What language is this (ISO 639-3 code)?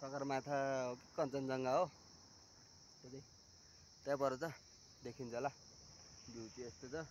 nep